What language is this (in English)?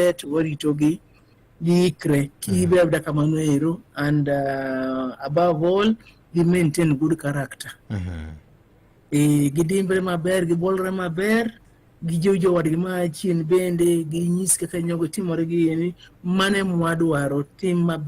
Luo (Kenya and Tanzania)